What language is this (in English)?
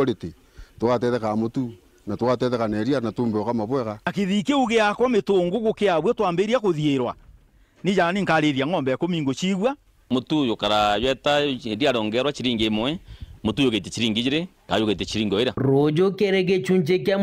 Meru